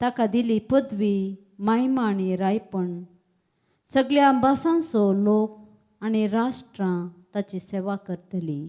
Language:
Konkani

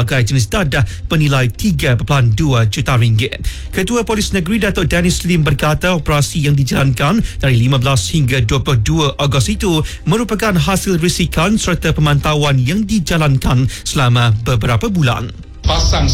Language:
Malay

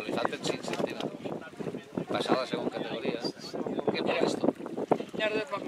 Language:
Catalan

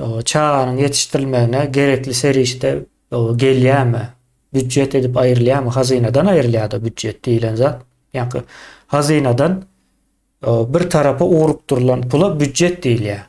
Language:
Turkmen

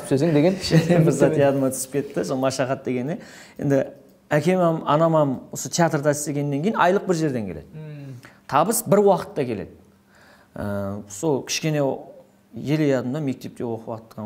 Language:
Kara-Kalpak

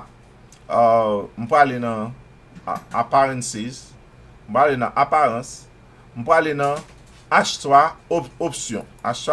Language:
Haitian Creole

